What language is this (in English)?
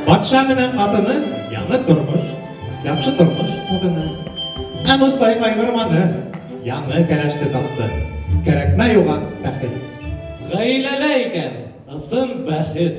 Bashkir